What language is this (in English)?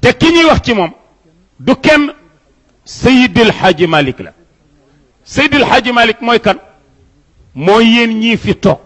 Wolof